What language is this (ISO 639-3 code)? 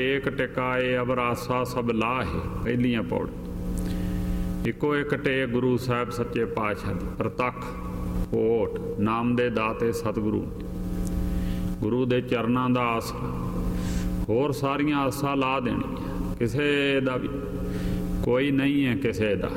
pan